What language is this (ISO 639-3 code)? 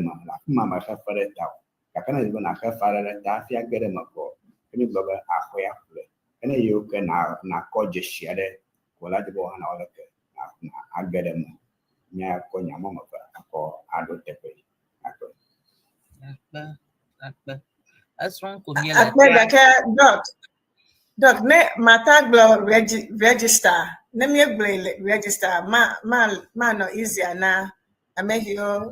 ewe